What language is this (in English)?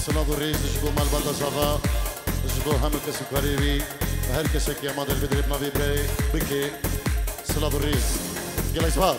Kurdish